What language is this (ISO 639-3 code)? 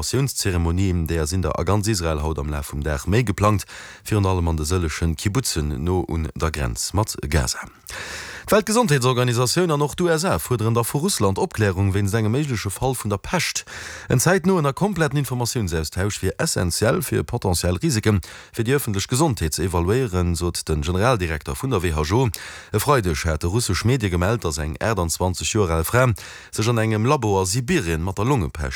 ltz